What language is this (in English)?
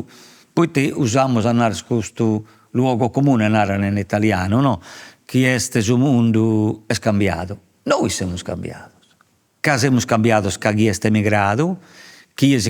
Sardinian